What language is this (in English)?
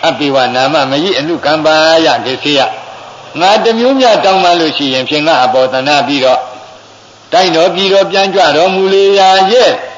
Burmese